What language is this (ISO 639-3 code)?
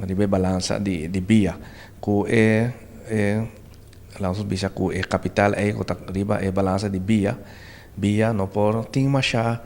pap